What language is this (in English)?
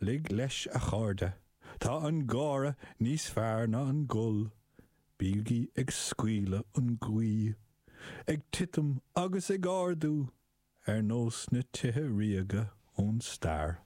Irish